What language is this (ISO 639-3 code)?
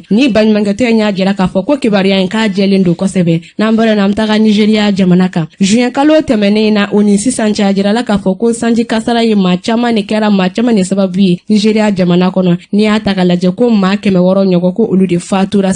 bam